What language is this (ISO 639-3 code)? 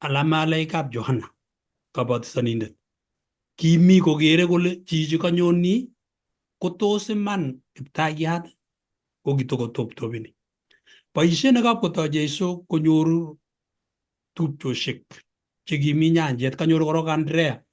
kln